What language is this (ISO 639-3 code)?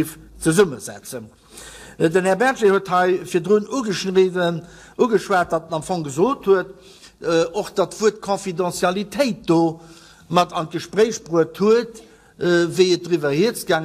ltz